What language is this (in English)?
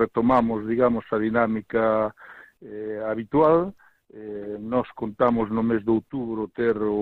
Galician